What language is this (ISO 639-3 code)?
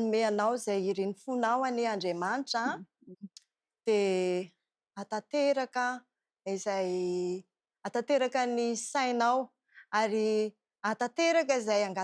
mlg